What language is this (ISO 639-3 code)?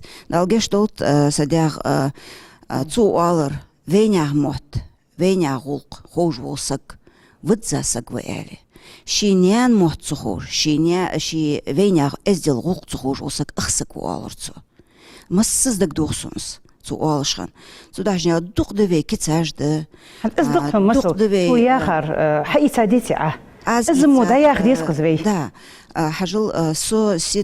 inh